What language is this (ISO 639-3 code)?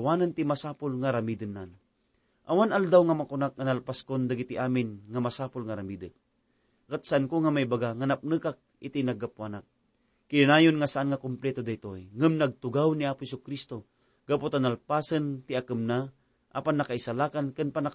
ilo